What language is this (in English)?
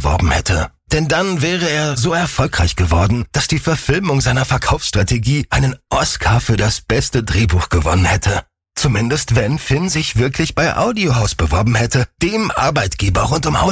German